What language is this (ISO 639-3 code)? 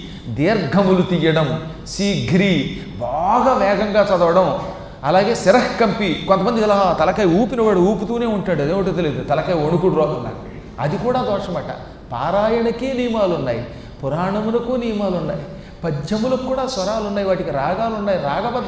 tel